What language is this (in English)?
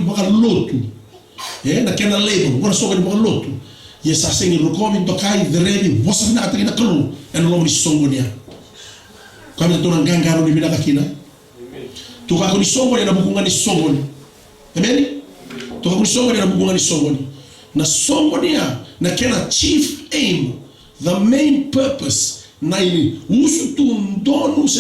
Fijian